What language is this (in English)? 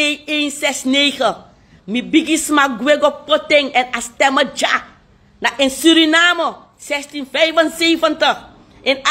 Sranan Tongo